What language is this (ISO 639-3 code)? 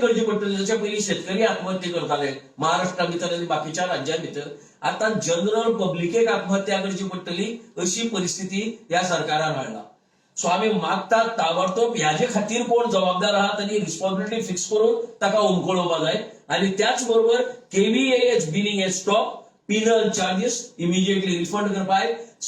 kok